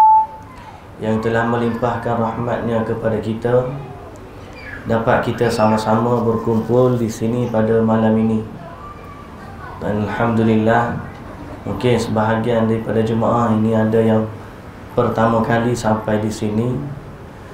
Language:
Malay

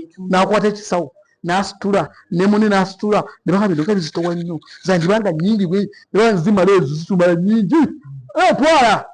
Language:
Ganda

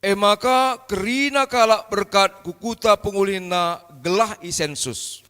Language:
Batak Karo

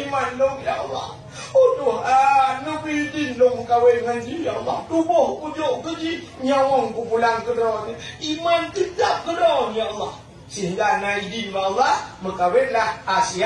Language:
Achinese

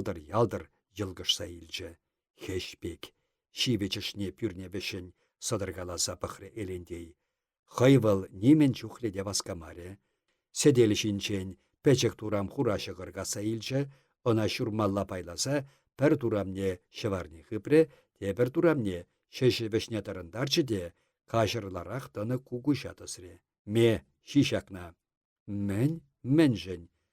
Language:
Chuvash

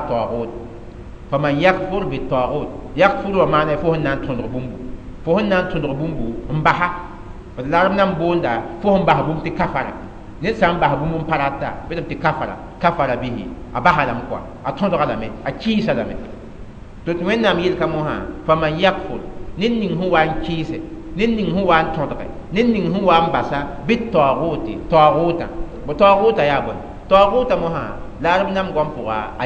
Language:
Mossi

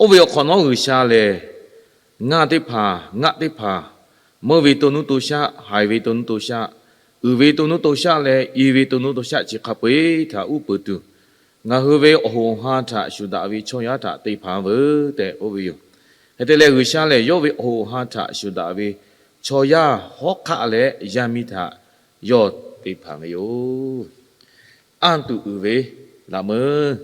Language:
Lahu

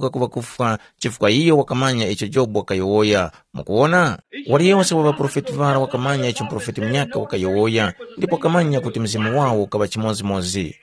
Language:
Tumbuka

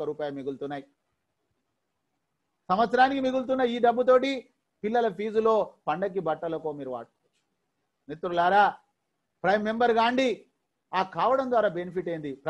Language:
Telugu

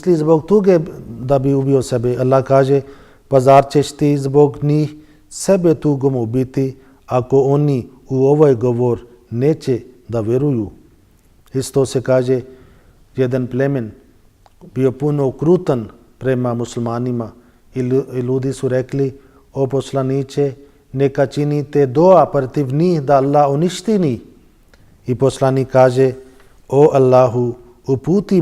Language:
Bosnian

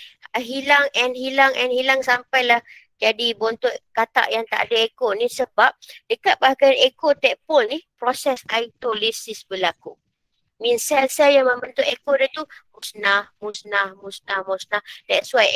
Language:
Malay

